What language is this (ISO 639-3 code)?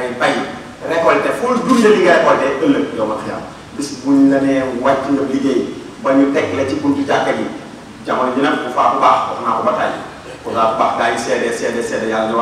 wol